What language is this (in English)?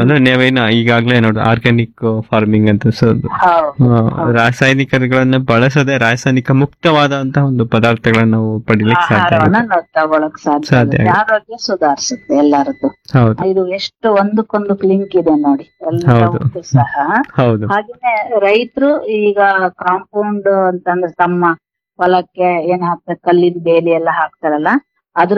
Kannada